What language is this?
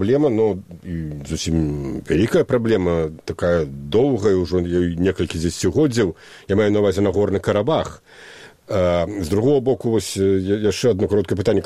Belarusian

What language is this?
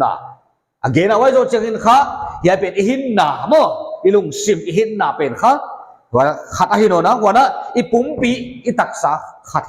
Paite Chin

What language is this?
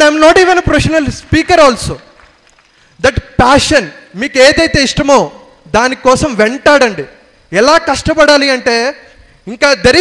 Telugu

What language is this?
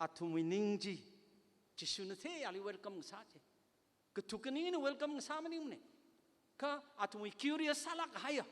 Tangkhul Naga (India)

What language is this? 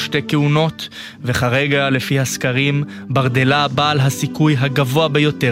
Hebrew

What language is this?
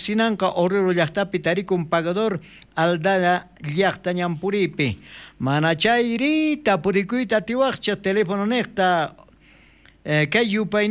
South Bolivian Quechua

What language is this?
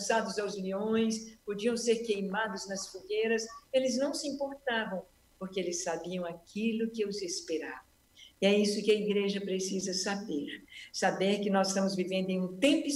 Portuguese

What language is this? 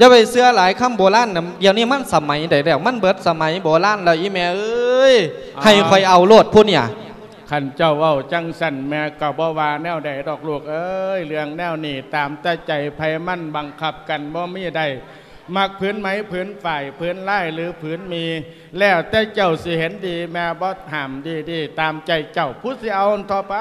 Lao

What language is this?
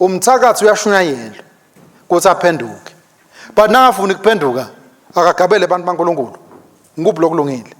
Swati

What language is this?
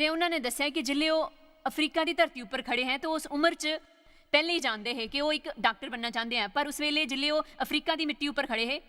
Dogri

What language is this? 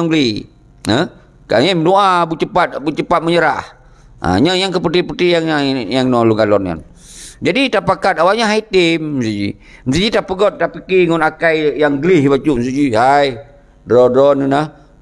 Achinese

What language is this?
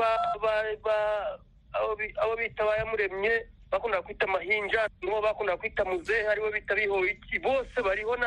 Kinyarwanda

